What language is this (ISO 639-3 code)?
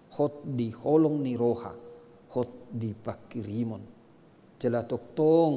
bbc